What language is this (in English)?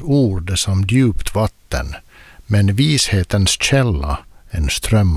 Swedish